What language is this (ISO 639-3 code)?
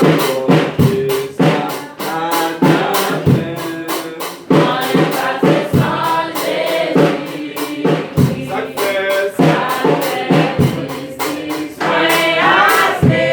hat